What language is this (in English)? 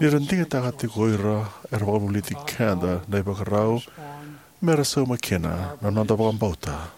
Fijian